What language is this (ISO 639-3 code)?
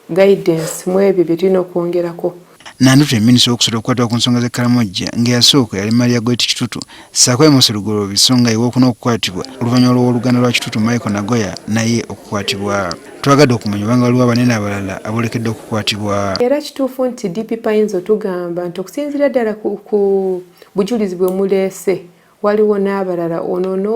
lug